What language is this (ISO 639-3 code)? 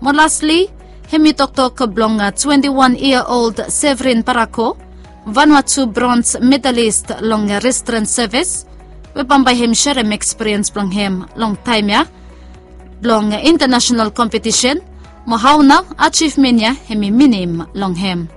bis